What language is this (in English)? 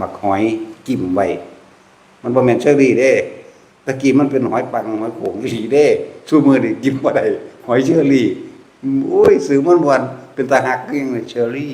Northeastern Thai